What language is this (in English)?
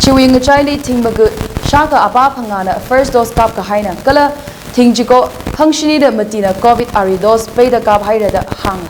Tangkhul Naga (India)